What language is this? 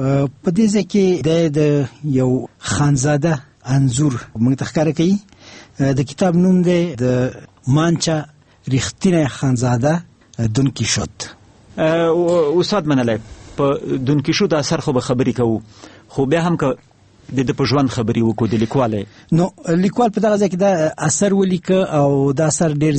Pashto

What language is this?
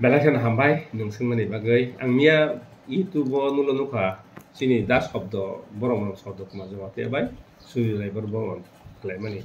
Kok Borok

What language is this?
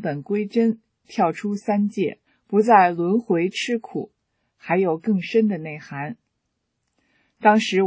Chinese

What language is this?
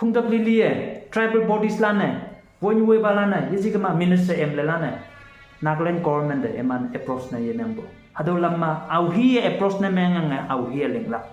Konyak Naga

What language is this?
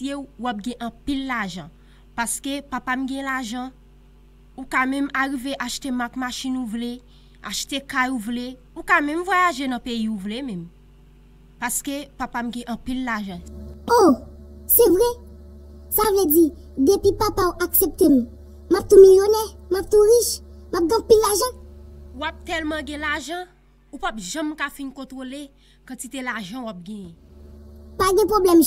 Haitian Creole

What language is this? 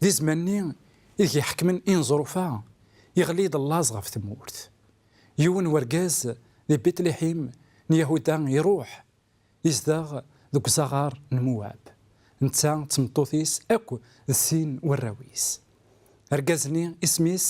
Kabyle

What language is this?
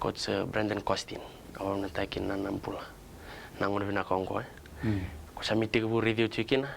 Fijian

